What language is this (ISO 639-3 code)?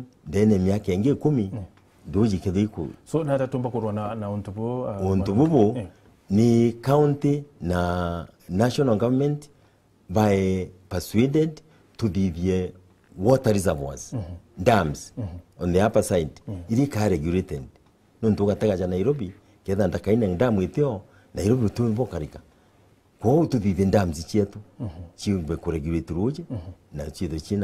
mer